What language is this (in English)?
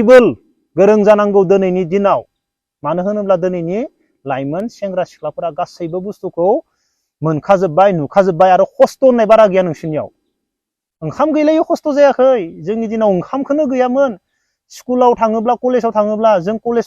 Bodo